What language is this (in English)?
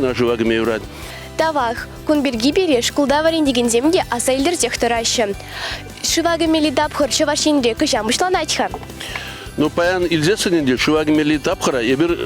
Chuvash